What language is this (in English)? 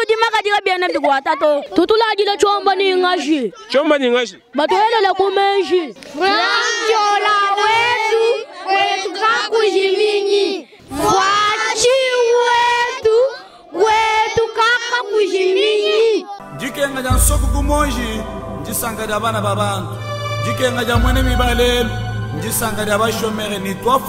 Luba-Lulua